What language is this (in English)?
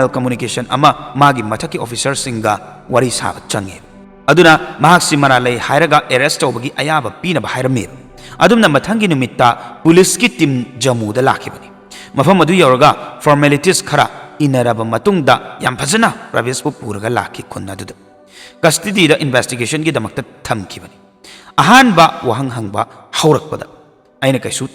Manipuri